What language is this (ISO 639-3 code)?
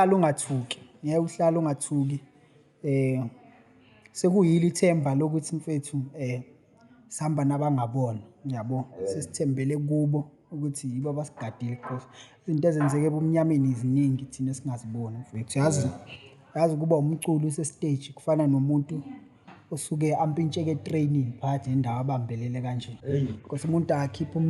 zul